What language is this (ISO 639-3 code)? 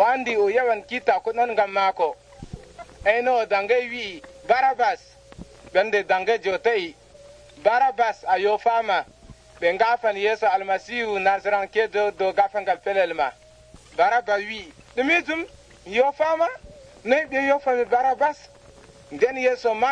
fuv